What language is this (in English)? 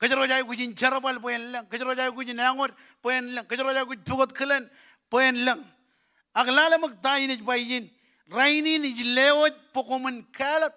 Marshallese